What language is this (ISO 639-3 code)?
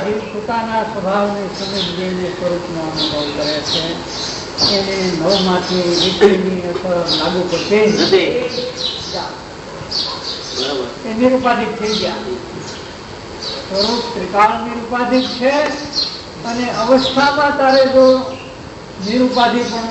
guj